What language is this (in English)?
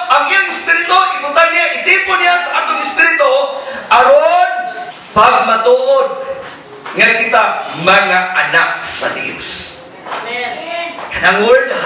Cebuano